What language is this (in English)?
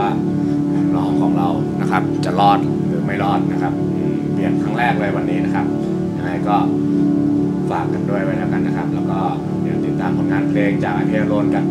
Thai